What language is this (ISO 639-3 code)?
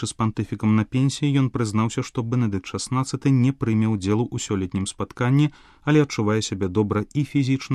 bel